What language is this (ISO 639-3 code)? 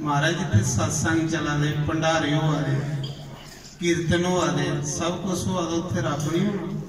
doi